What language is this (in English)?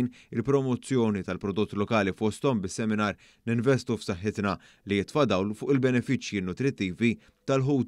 Maltese